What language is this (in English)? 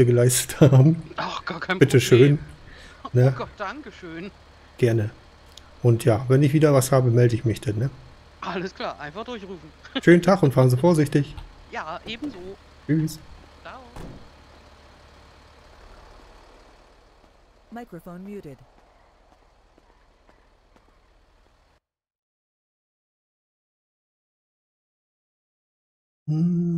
German